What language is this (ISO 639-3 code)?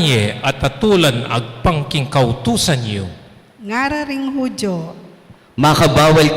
pam